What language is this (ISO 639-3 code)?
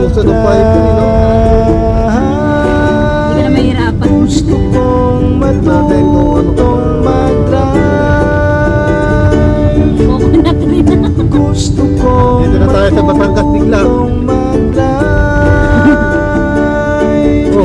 fil